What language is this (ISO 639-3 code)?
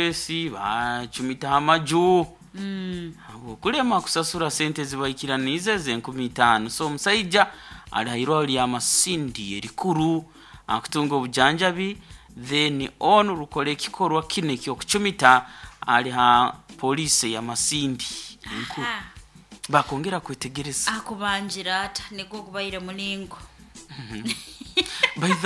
nyo